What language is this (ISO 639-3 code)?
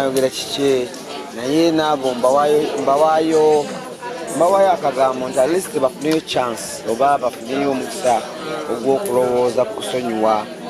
lug